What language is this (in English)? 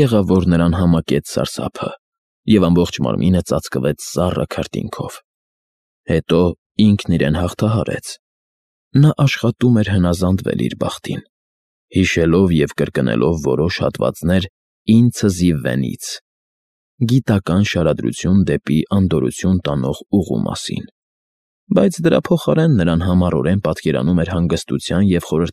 Armenian